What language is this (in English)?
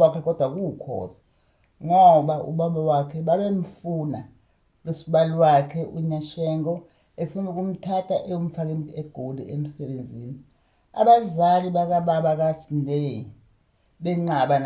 Zulu